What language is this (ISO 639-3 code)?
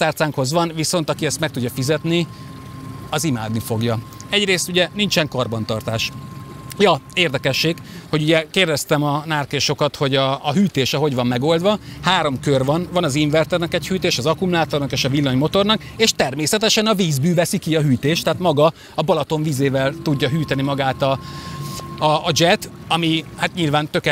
hun